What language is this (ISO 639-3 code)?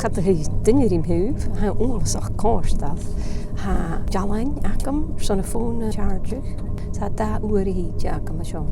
gla